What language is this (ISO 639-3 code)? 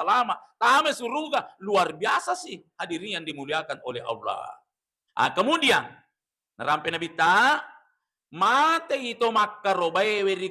bug